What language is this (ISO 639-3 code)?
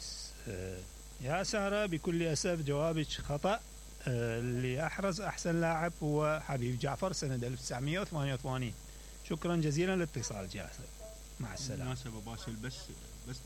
acm